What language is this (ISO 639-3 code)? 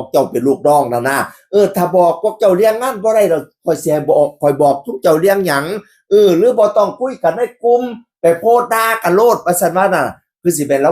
tts